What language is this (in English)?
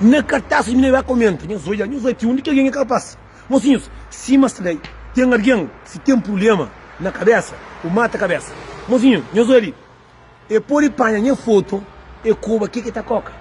Kabuverdianu